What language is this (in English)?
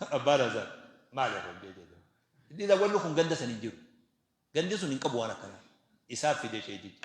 Oromo